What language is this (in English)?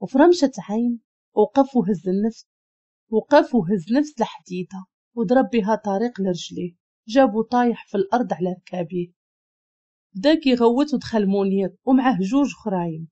Moroccan Arabic